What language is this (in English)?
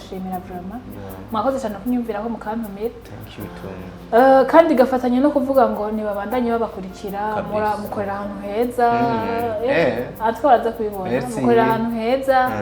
Rundi